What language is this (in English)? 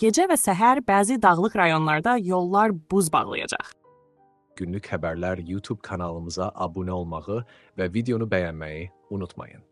Azerbaijani